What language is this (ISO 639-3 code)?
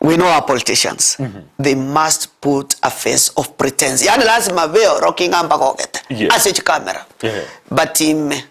guz